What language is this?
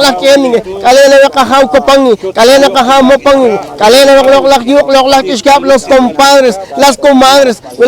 Poqomchi'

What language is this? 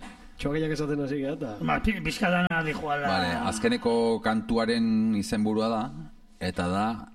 Basque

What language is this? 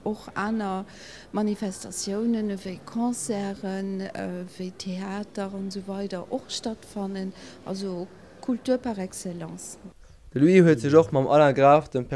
Luxembourgish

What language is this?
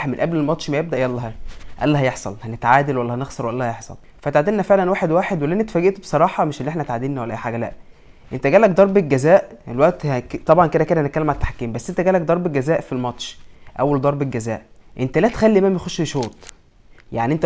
Egyptian Arabic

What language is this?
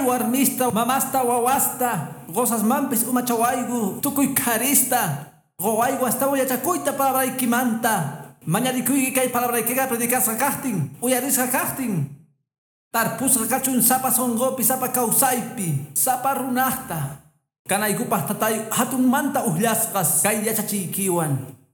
Quechua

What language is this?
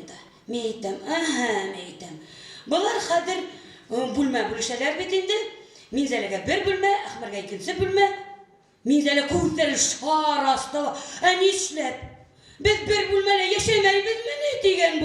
Bashkir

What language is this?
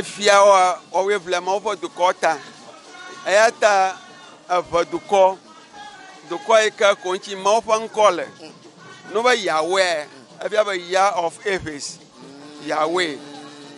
Ewe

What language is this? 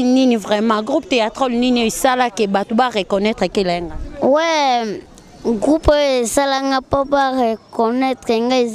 Lingala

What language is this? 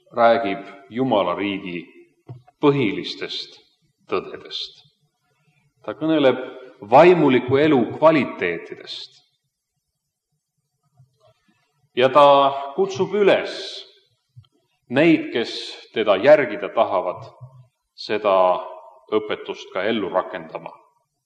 Estonian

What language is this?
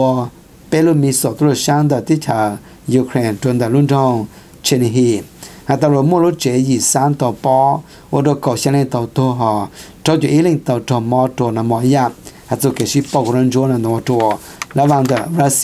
Thai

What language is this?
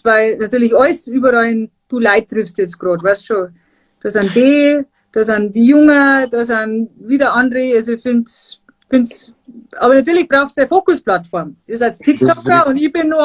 Bavarian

